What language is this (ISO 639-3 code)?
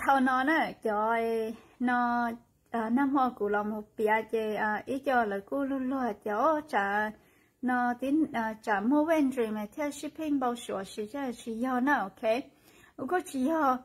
hmn